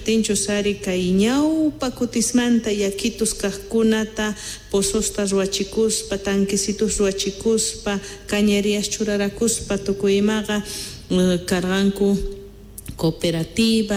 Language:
Quechua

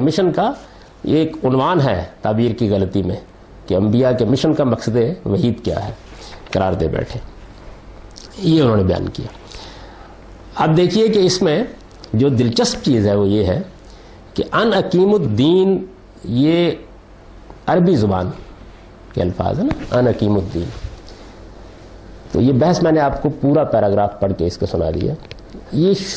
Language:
Urdu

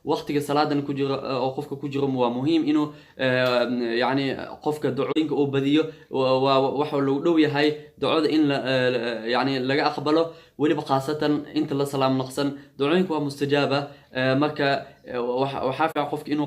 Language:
Somali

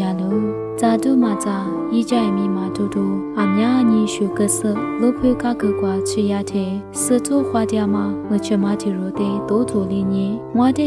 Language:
Lisu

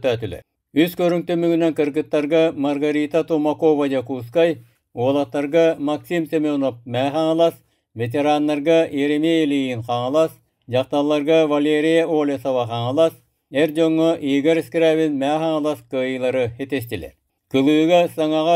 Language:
Yakut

